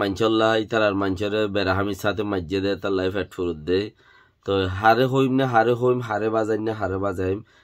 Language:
Rohingya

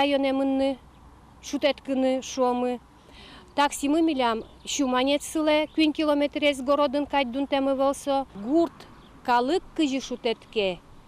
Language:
Udmurt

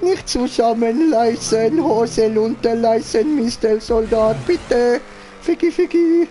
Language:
Swiss German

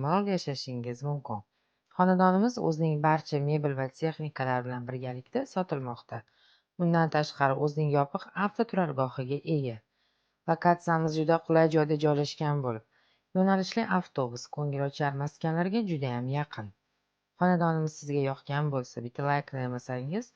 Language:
Uzbek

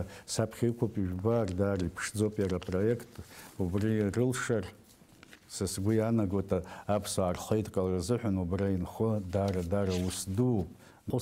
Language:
Abkhazian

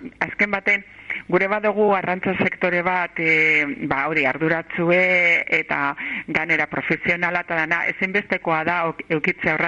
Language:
Basque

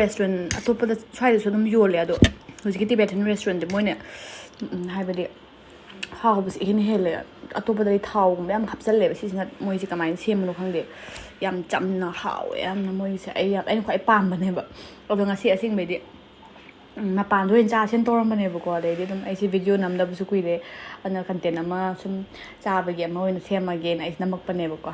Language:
Manipuri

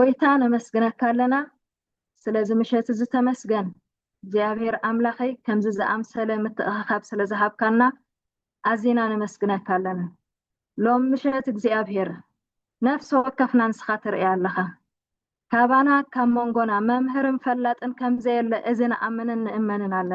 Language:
Tigrinya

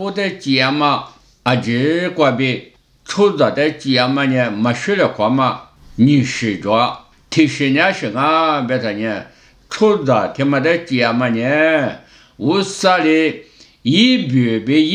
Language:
Lisu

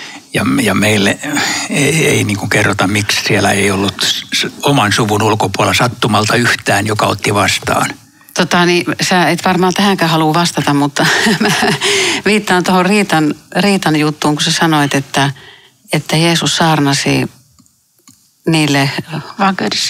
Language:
Finnish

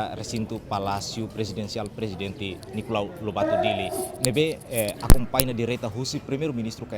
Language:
Tetum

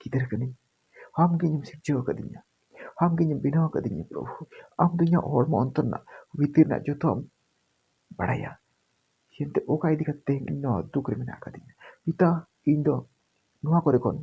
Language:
Santali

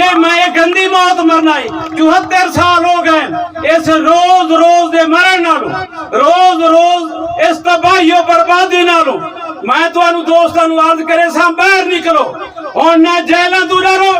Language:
Saraiki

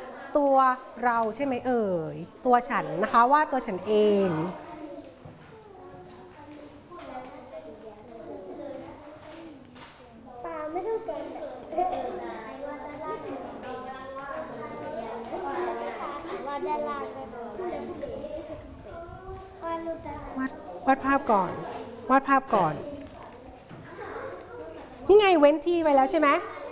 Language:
Thai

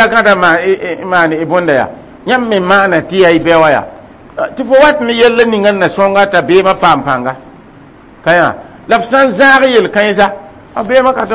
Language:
Mossi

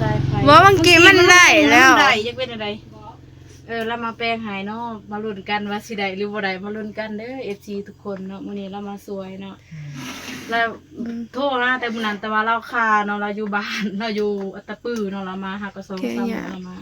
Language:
Northeastern Thai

